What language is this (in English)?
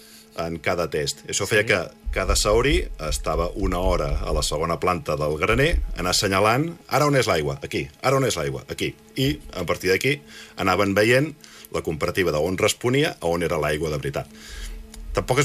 Catalan